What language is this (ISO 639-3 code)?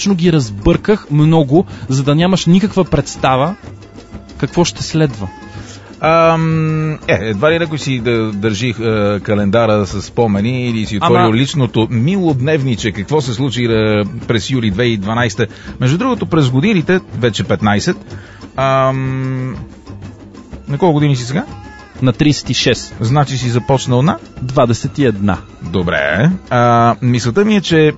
bul